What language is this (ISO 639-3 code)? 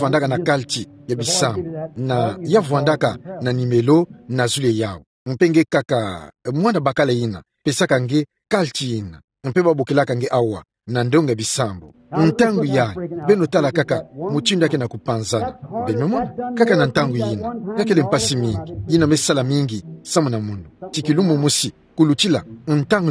ktu